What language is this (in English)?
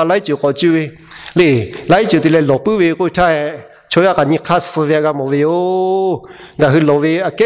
Lahu